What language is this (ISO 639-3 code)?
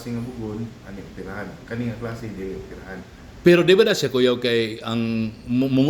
ceb